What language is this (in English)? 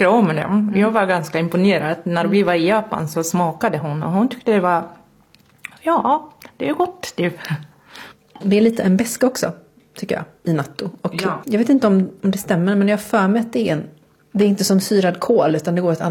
Swedish